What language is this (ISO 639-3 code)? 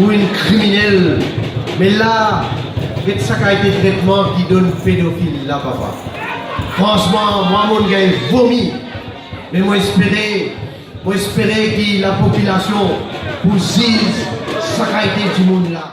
mfe